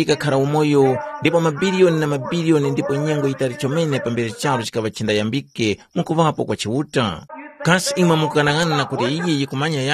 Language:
Tumbuka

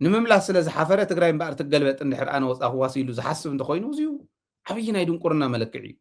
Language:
Tigrinya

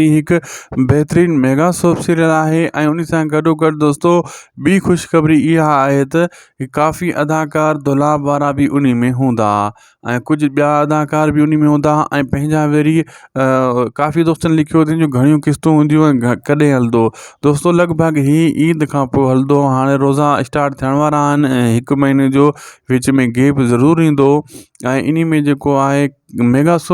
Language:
Sindhi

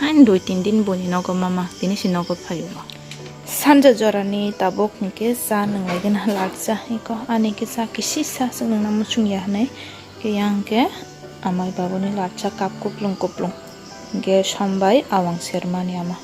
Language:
Kok Borok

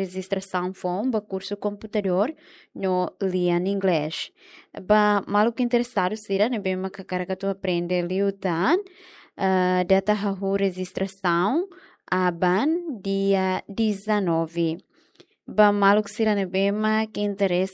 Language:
Tetum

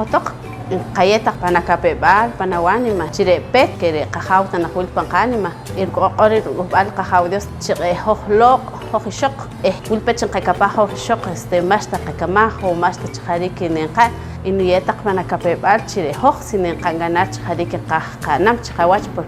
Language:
Poqomchi'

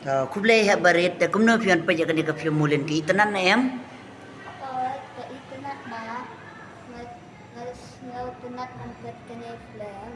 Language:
Khasi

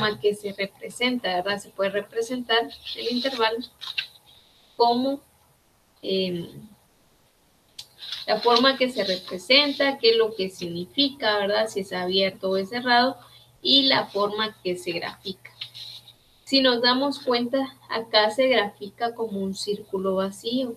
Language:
Spanish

